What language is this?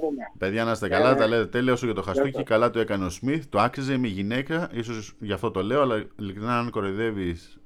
Greek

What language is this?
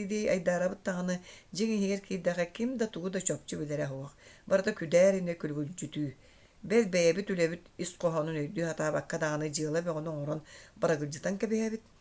Yakut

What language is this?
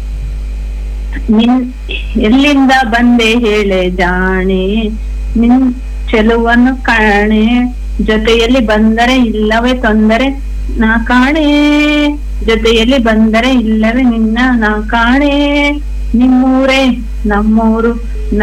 Kannada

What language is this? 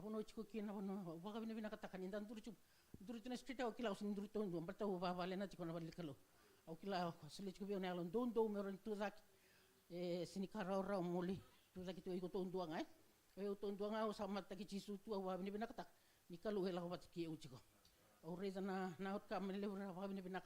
Fijian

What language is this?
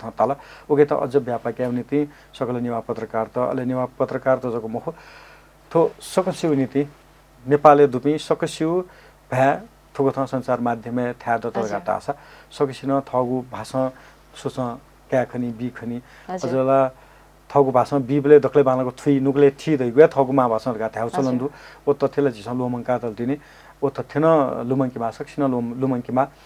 Newari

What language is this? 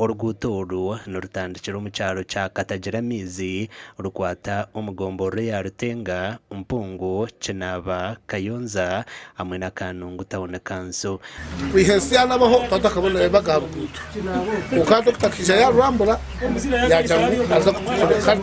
Nyankole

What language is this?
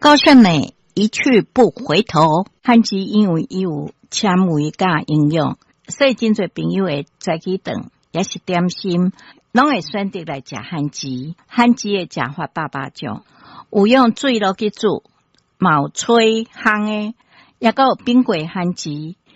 Min Nan Chinese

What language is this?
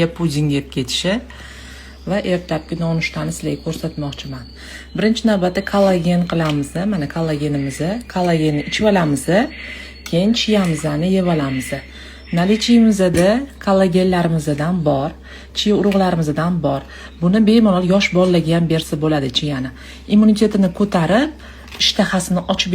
Uzbek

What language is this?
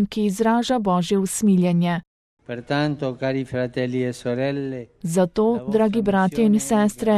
Slovenian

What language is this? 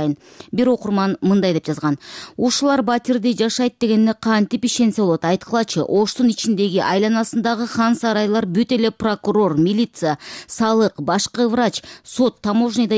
Kyrgyz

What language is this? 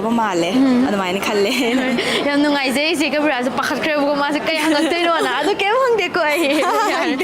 Manipuri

